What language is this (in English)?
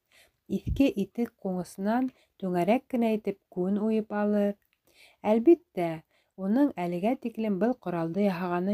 Bashkir